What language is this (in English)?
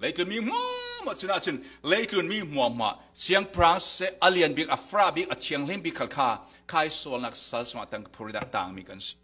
Falam Chin